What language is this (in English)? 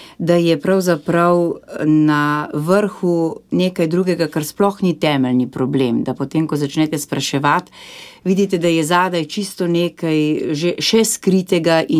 Slovenian